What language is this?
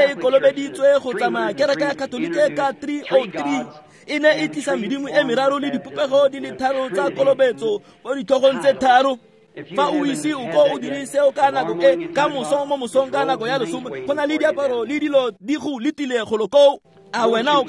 Tswana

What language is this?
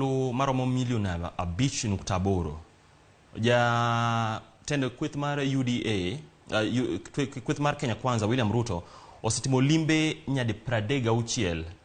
Luo (Kenya and Tanzania)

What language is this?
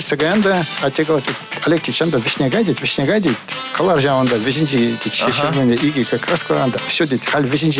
Chuvash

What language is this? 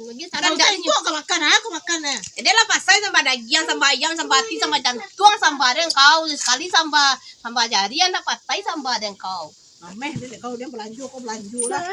Minangkabau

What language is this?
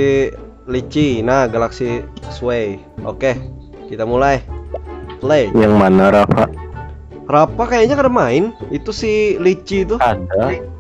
Banjar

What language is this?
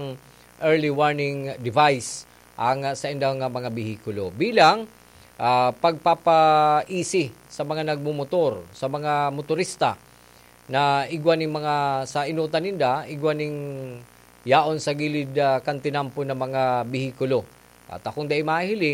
Bikol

